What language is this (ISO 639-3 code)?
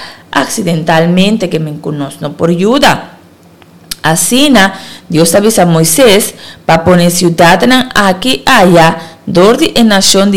pap